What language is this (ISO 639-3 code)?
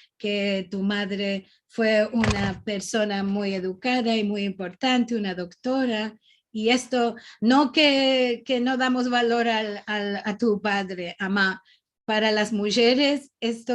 lad